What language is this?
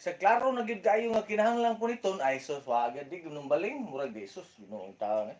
Cebuano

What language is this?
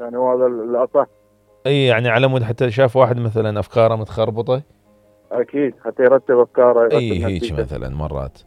Mesopotamian Arabic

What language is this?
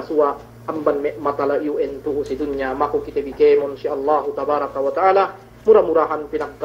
Yakan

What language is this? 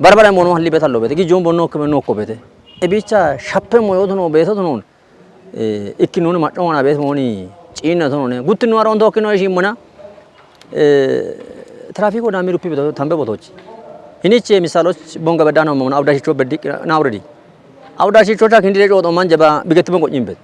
Kafa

